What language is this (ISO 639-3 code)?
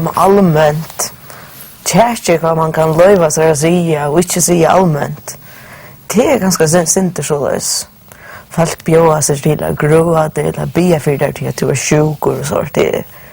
fao